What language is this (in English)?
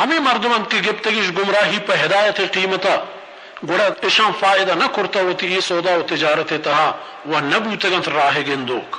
Baluchi